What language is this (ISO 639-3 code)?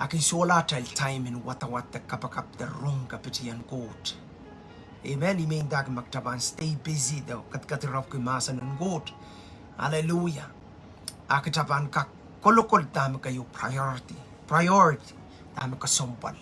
pon